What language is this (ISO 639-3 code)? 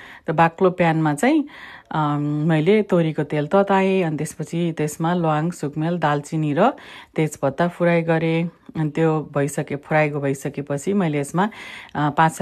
nep